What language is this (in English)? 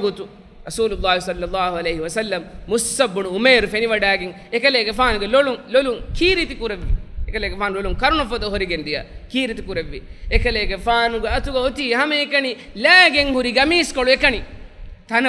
Divehi